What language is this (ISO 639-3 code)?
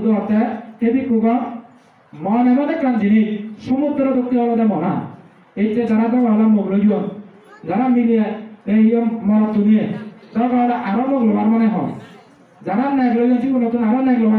ccp